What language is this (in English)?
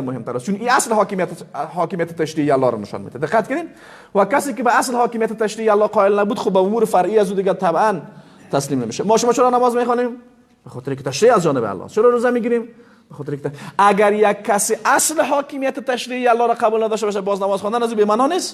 Persian